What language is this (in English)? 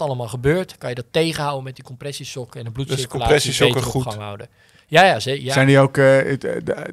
Dutch